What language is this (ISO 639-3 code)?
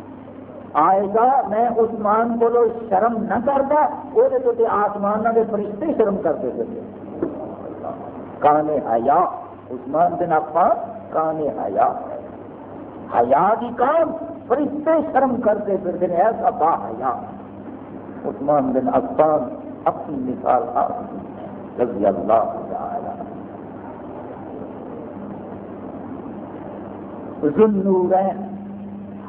urd